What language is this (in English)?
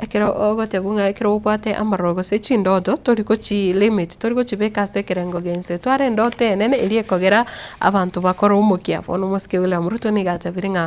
Gusii